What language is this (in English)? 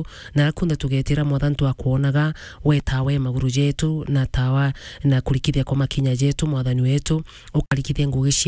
Meru